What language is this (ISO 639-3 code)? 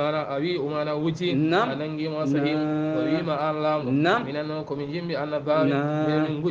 ful